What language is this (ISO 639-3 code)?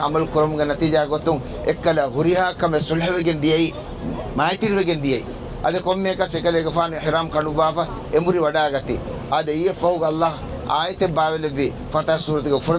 div